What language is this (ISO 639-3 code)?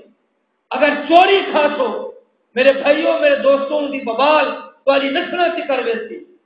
skr